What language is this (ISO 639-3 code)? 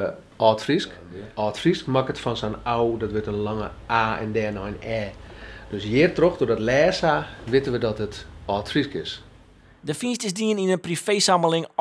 fry